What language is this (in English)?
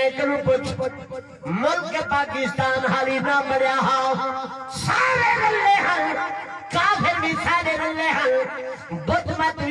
Saraiki